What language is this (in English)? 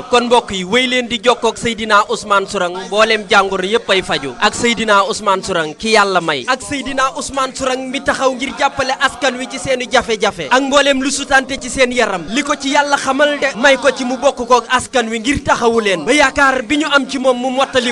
Wolof